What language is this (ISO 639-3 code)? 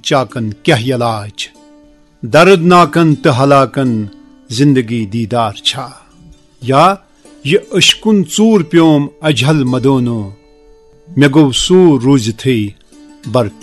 kas